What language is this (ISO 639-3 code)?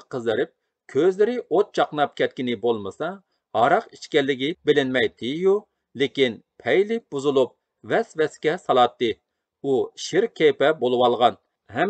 uig